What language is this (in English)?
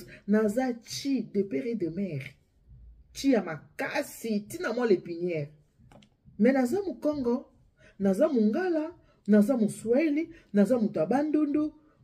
Lingala